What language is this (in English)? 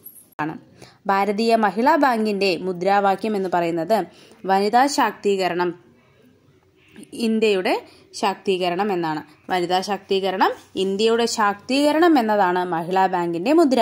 Malayalam